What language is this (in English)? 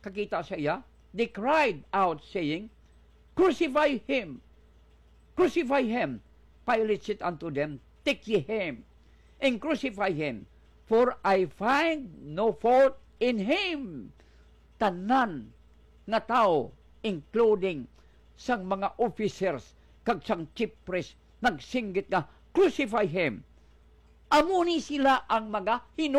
Hiligaynon